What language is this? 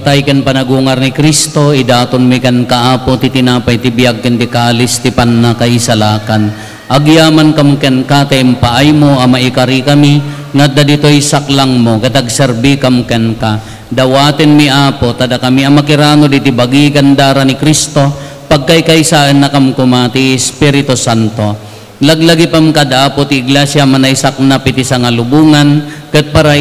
Iloko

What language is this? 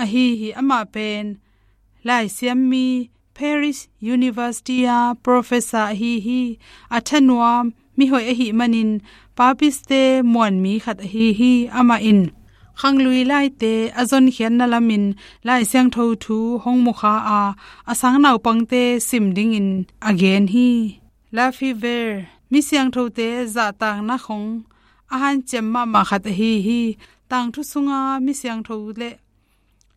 Tedim Chin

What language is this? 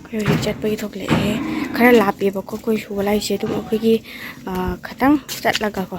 Manipuri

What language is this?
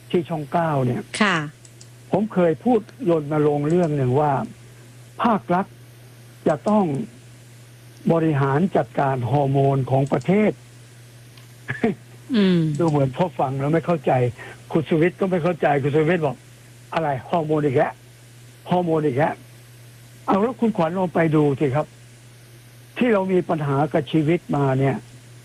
Thai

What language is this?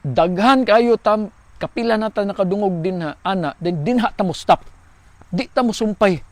Cebuano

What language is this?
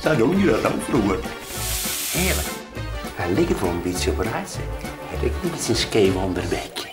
Western Frisian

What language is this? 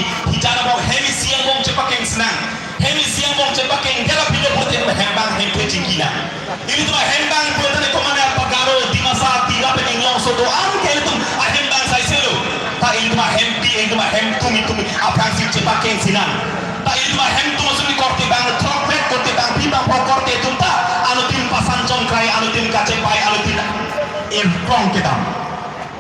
Karbi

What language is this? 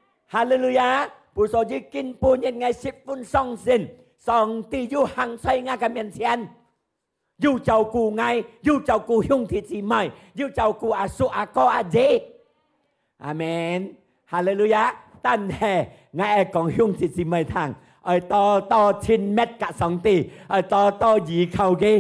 Hakka Chinese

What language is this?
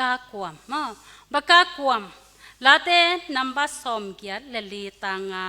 Tedim Chin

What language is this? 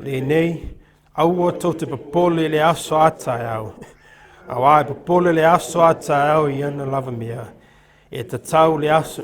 Samoan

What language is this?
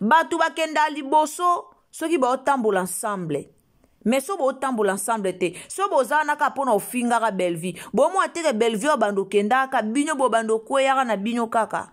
Lingala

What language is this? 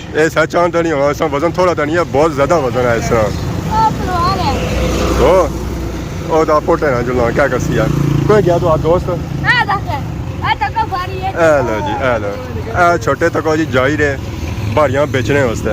Pahari-Potwari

